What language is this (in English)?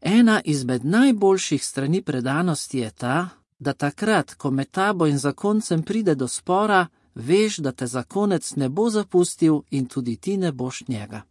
Slovenian